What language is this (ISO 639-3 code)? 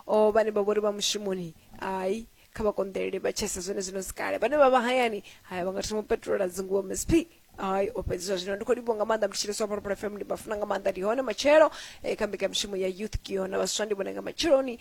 ven